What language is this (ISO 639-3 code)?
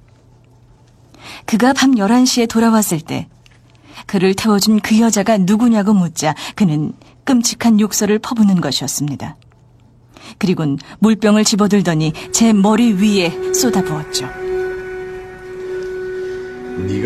kor